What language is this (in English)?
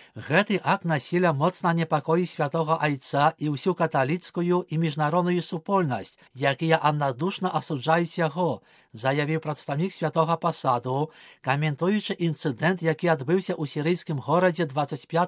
Belarusian